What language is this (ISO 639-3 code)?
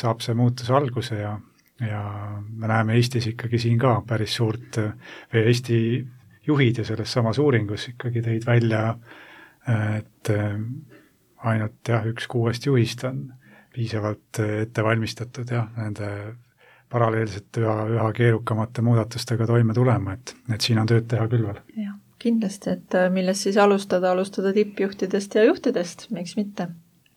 est